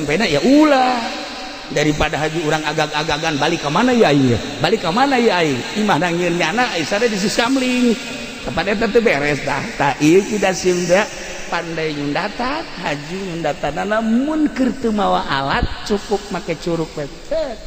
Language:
Sundanese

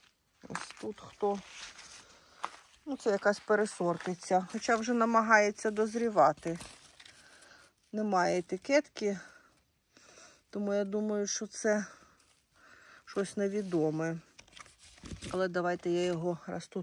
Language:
Ukrainian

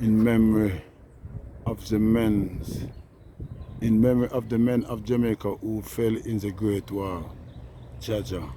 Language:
Jamaican Creole English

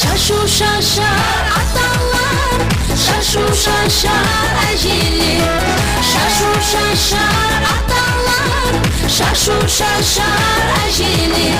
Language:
Kara-Kalpak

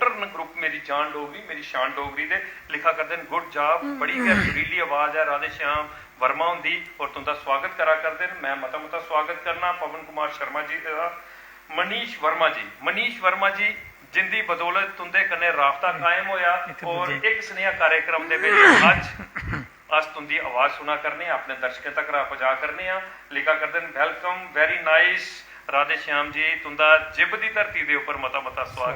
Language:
Dogri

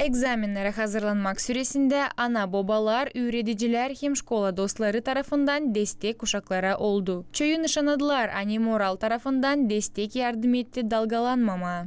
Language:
Gagauz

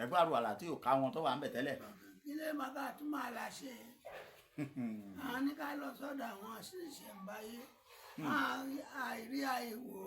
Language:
Yoruba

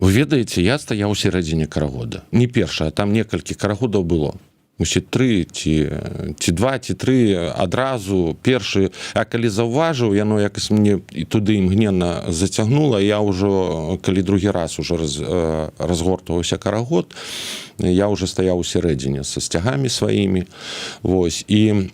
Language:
Belarusian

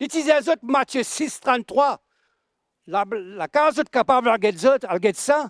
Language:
Morisyen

